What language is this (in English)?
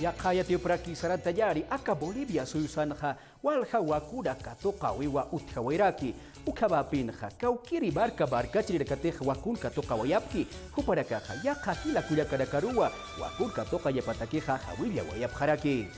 Aymara